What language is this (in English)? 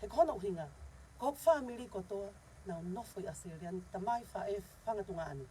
Tongan